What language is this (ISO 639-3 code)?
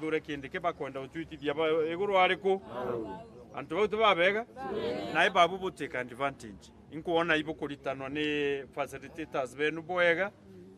mer